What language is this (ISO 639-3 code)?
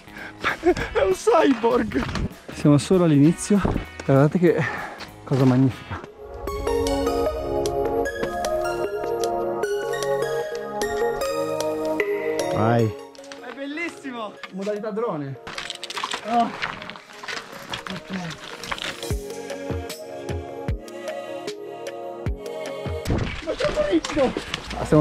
ita